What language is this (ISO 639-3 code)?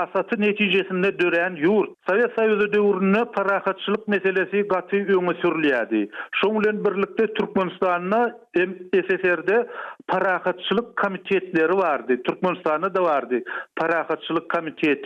tuk